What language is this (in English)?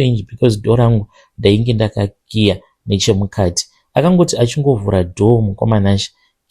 Shona